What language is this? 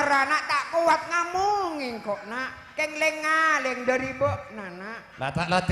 Madurese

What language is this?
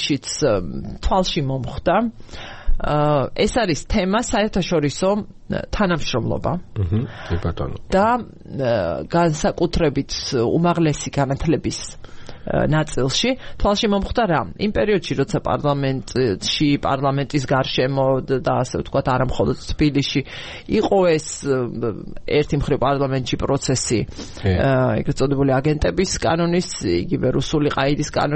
Georgian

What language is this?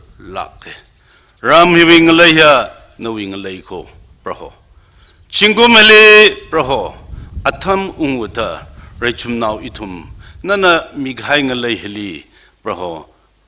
Tangkhul Naga (India)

